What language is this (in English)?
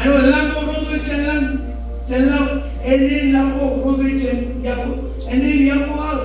Marshallese